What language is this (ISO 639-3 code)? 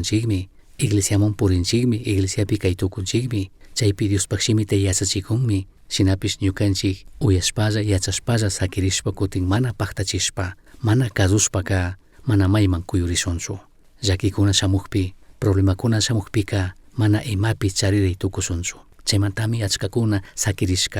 qug